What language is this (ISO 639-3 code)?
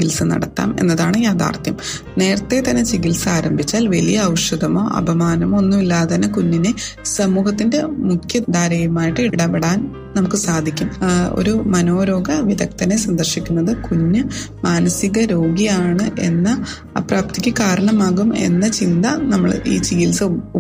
mal